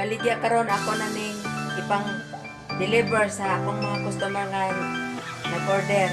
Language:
Cebuano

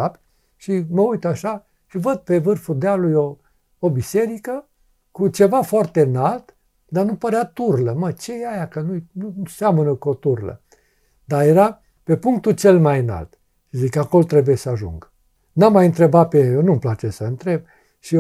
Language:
Romanian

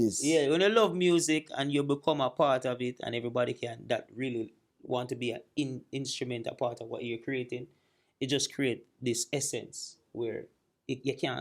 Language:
Jamaican Creole English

